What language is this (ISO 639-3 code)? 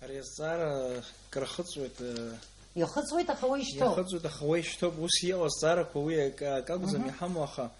abk